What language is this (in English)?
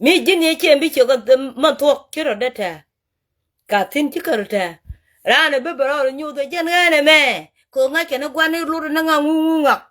Nuer